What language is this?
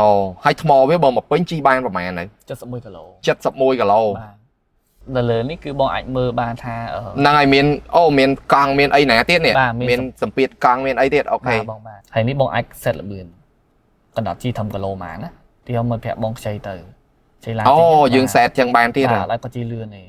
Khmer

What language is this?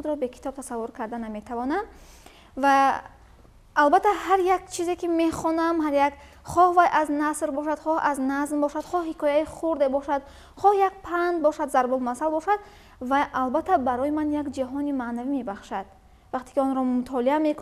Tajik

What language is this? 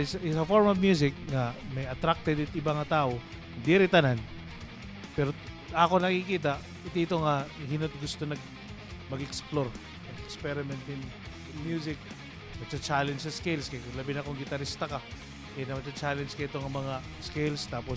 Waray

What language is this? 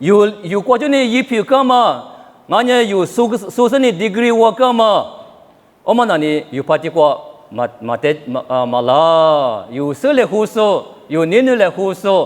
Lisu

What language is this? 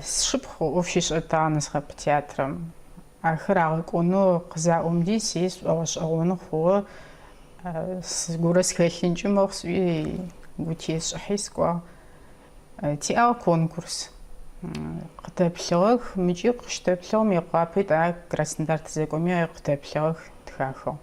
Adyghe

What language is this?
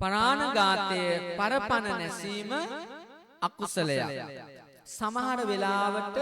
Sinhala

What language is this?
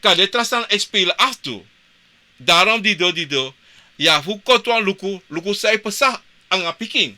Sranan Tongo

